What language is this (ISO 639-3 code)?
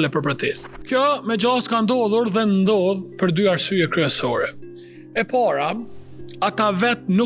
sqi